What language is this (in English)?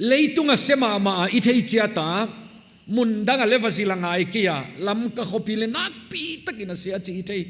Paite Chin